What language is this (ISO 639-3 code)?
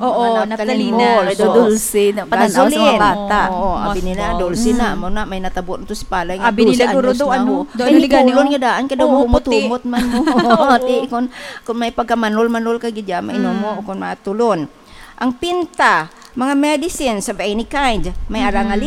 hil